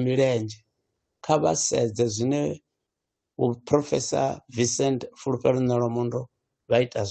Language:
Venda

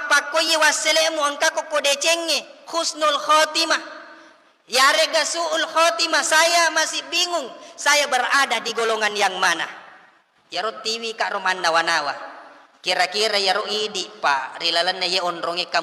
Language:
Buginese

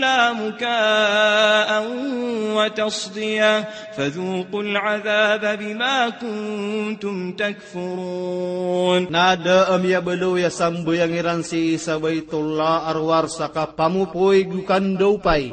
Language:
Maranao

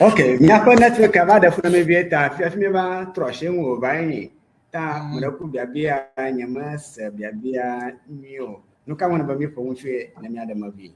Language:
Ewe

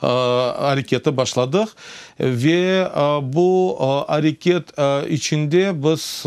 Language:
Crimean Tatar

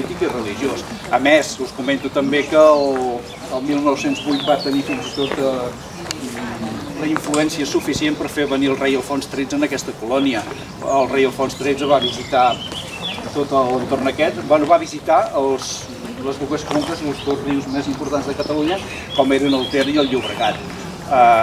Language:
Catalan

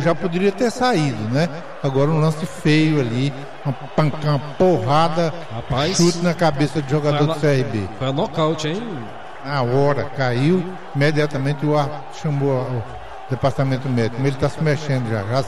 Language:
Portuguese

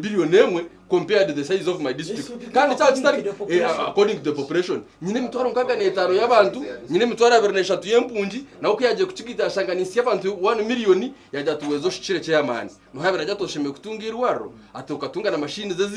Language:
Nyankole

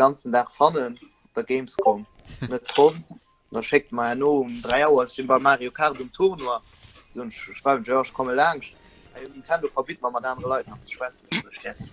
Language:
Luxembourgish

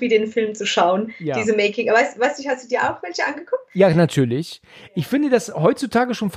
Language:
German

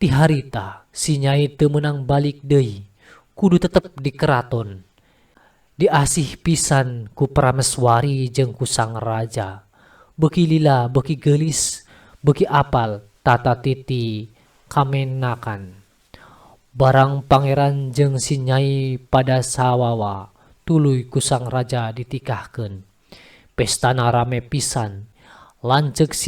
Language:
Sundanese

